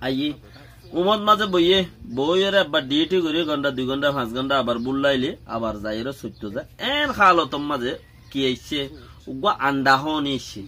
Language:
Rohingya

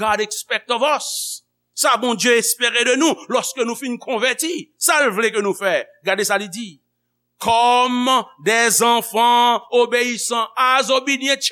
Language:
Haitian Creole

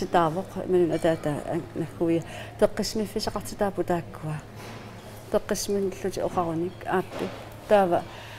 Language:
Kalaallisut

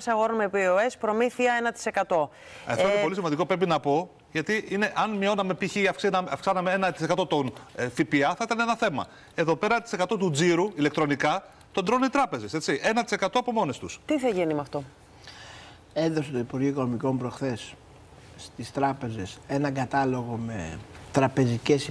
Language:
Greek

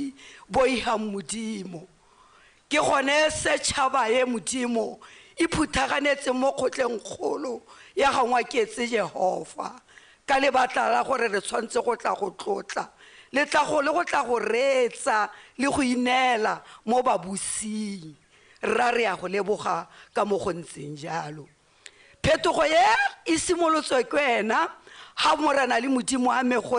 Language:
Tswana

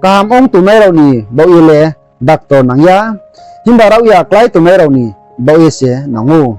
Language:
Riang (India)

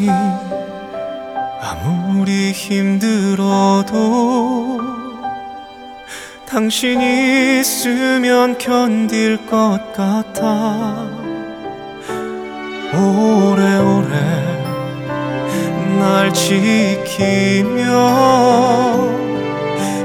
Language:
Korean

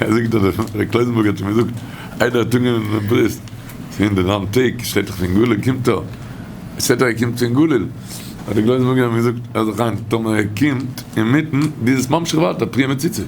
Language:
Yiddish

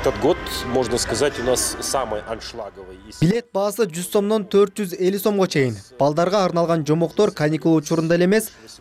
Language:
Kyrgyz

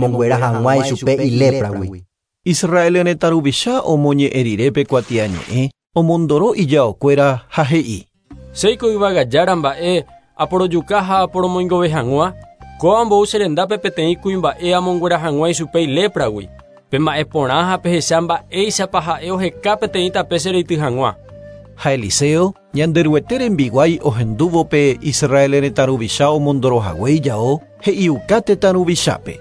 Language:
Guarani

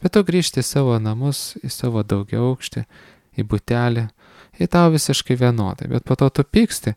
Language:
Lithuanian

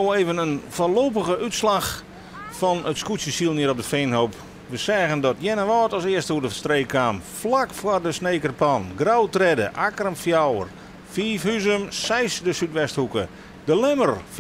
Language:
Western Frisian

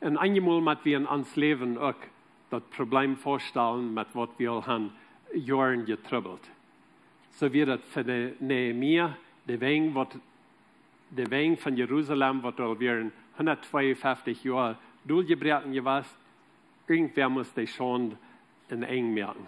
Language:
Plautdietsch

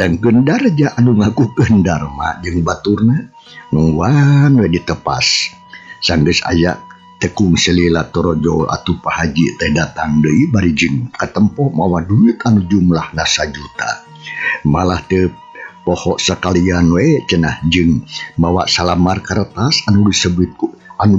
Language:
Sundanese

